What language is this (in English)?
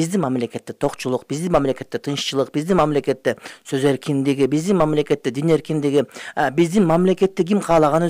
Kyrgyz